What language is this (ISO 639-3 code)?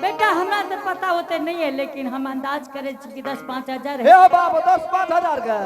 anp